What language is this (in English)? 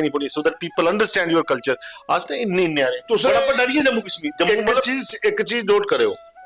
Dogri